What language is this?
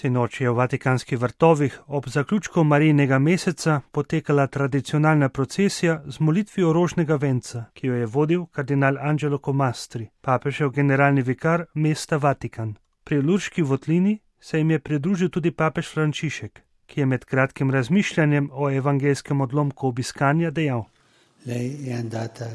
Slovenian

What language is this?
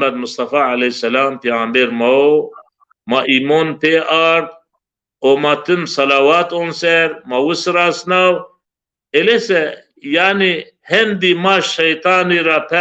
Zaza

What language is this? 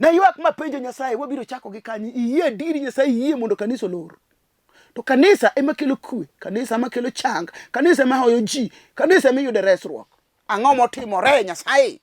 Luo (Kenya and Tanzania)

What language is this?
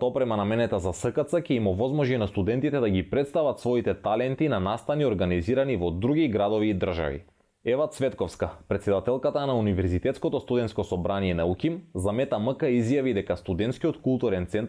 Macedonian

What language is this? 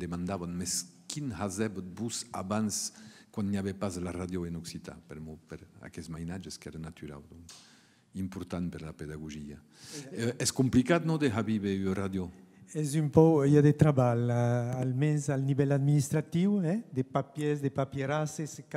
Occitan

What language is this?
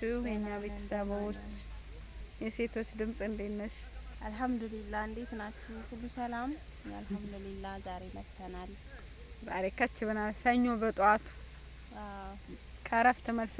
Amharic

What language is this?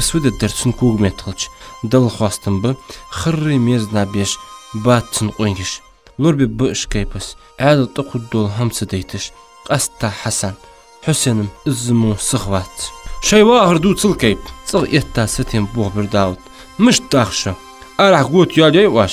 Ingush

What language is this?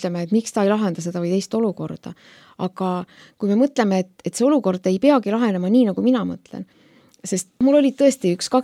Estonian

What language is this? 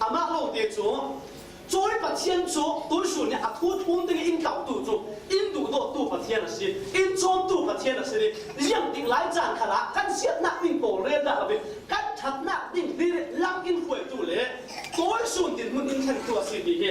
Falam Chin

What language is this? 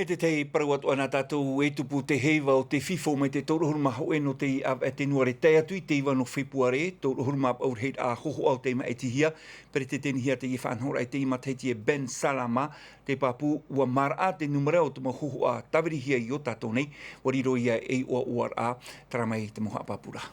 Tahitian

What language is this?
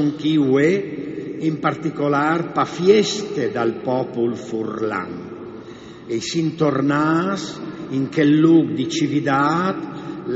Friulian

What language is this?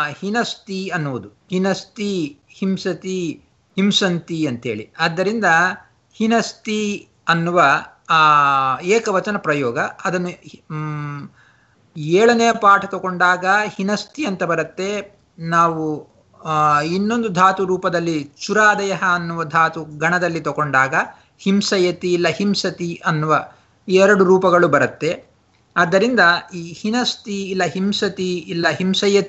Kannada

